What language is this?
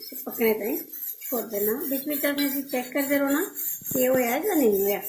Dogri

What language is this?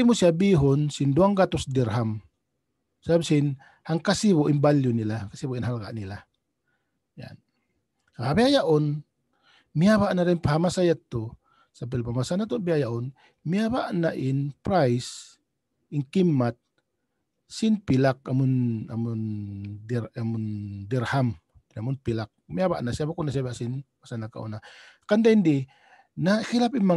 Tausug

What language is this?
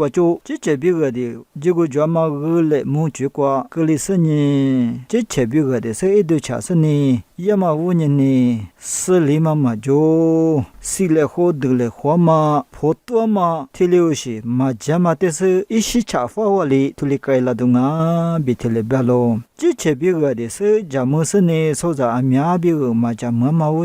Lisu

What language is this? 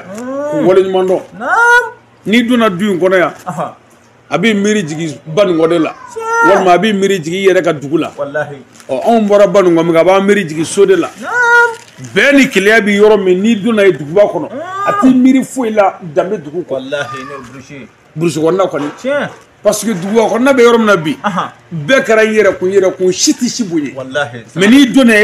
Bambara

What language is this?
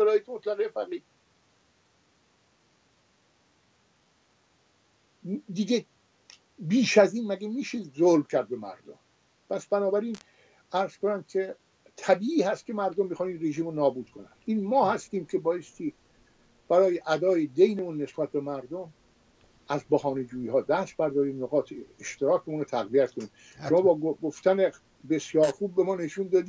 Persian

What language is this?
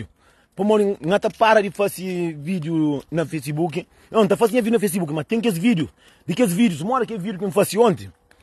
Kabuverdianu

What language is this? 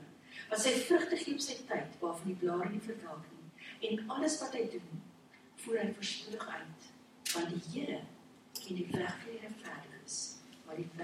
Afrikaans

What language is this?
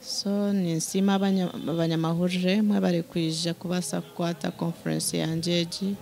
Nyankole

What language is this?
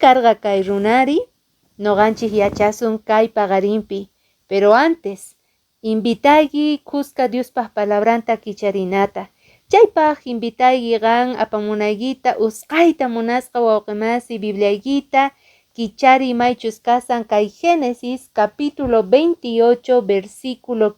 Quechua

